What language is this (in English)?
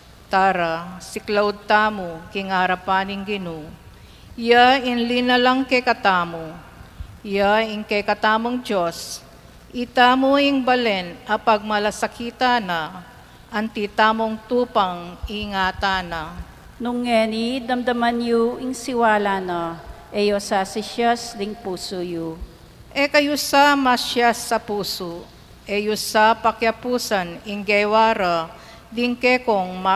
Pampanga